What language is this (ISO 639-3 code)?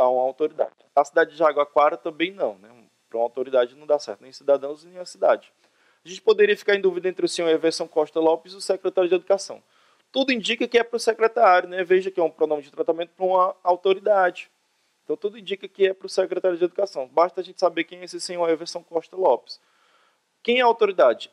por